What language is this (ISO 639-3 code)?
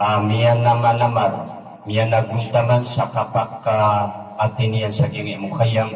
mrw